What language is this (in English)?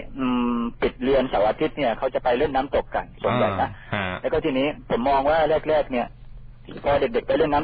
Thai